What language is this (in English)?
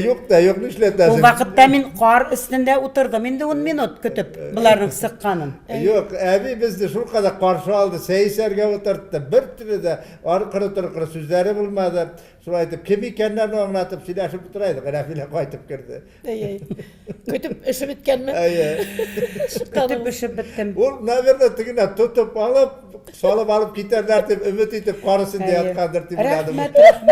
Tatar